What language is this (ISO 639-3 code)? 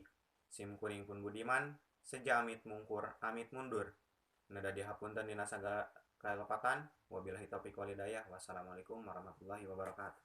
sun